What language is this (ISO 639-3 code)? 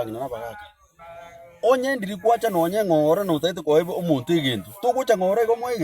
guz